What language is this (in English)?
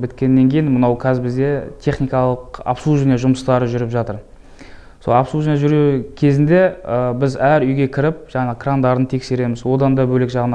Kazakh